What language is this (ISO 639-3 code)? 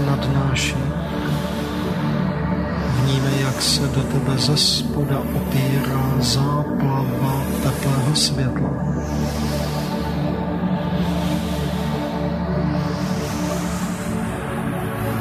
ces